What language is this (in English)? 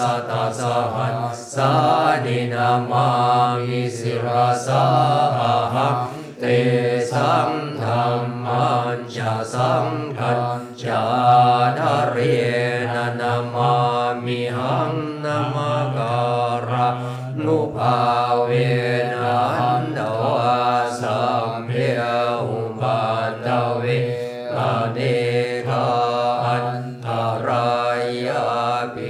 Thai